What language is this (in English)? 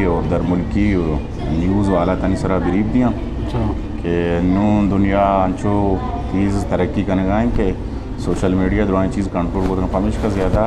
Eastern Balochi